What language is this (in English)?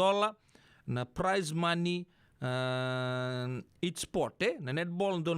Fijian